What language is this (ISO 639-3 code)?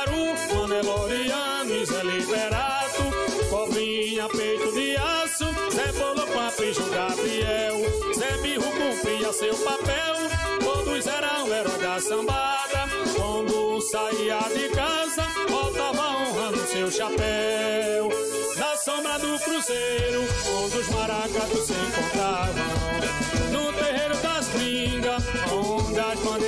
por